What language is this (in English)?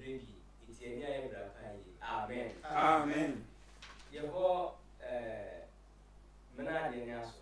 Sehwi